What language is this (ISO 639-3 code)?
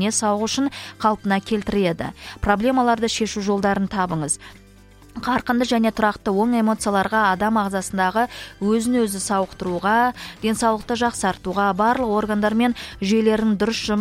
kaz